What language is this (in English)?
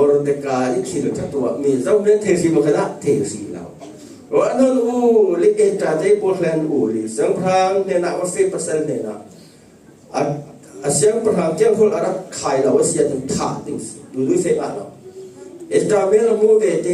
Falam Chin